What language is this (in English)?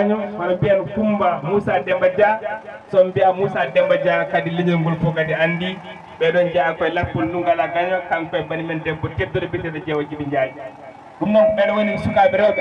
Fula